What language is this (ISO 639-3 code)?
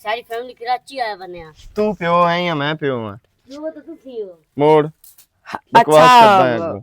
lah